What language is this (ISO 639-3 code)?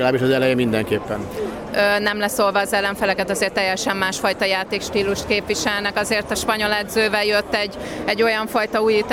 hun